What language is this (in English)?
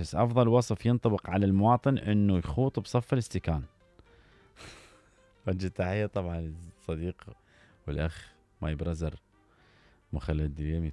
Mesopotamian Arabic